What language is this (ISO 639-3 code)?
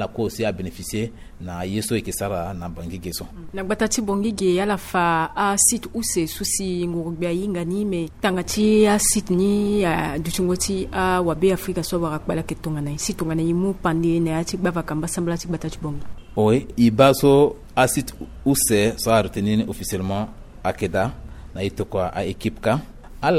sag